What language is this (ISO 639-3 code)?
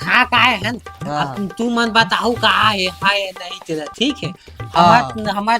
hne